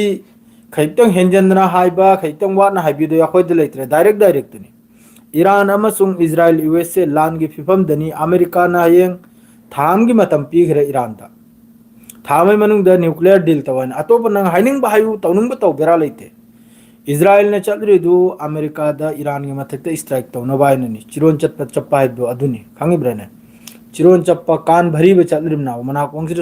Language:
Manipuri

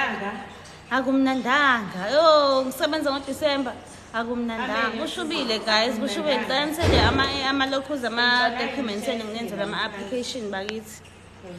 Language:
Zulu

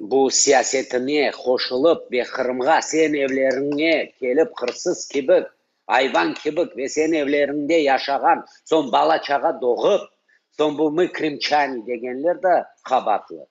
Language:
Crimean Tatar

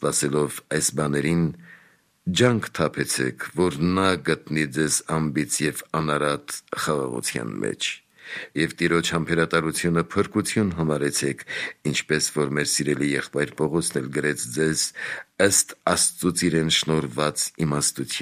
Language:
Armenian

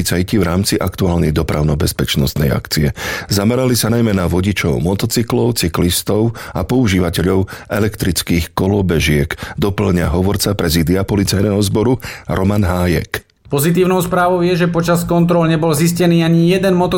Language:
Slovak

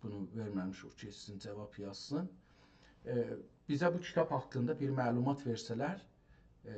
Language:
South Azerbaijani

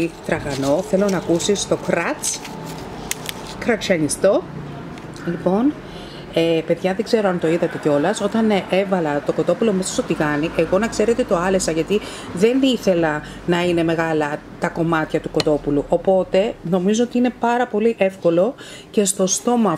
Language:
Greek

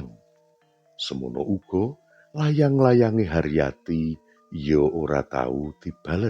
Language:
Javanese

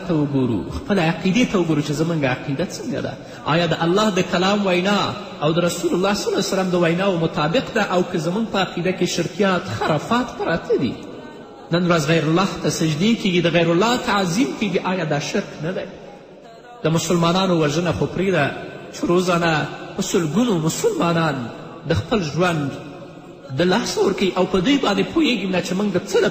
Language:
Pashto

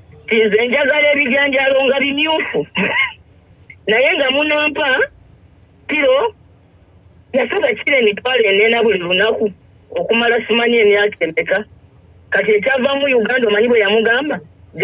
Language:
Ganda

